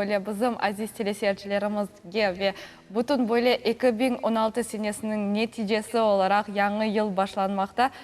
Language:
Crimean Tatar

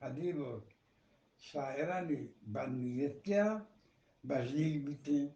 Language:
Eastern Balochi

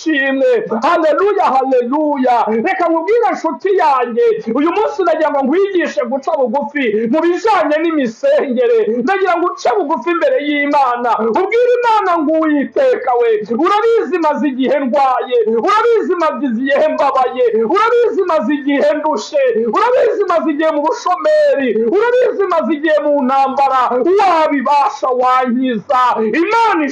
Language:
Kinyarwanda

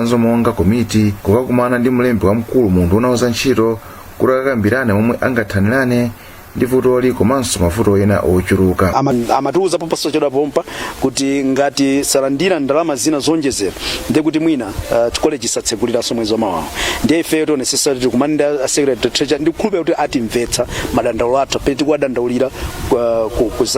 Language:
Nyanja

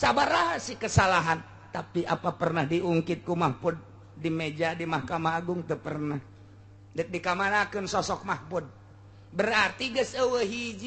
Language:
Sundanese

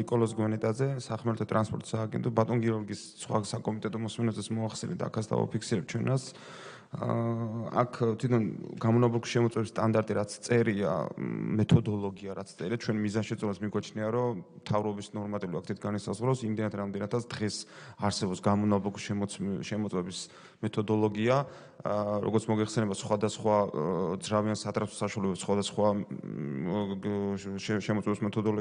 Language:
Georgian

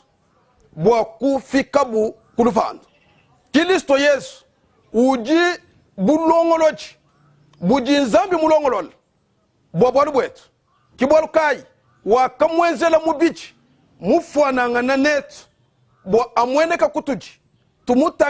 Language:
Luba-Lulua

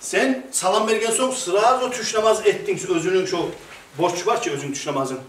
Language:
Kumyk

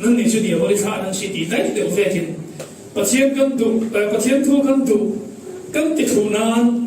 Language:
Falam Chin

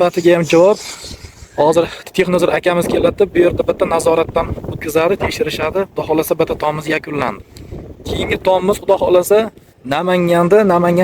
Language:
Uzbek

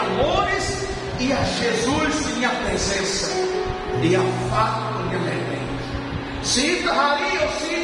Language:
Tetum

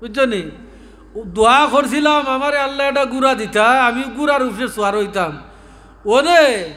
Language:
Sylheti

